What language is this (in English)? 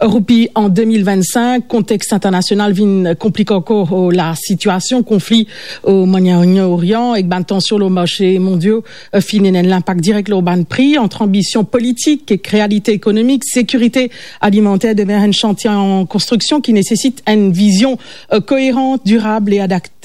Morisyen